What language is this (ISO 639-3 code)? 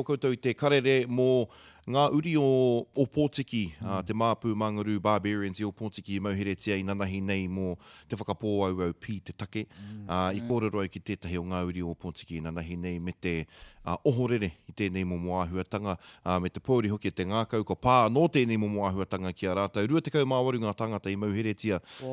mri